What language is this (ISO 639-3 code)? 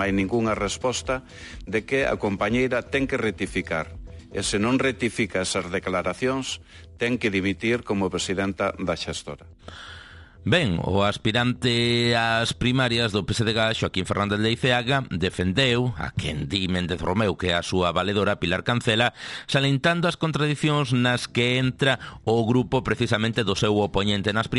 glg